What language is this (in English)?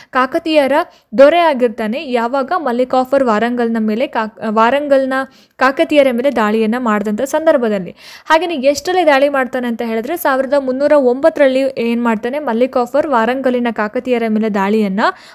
Kannada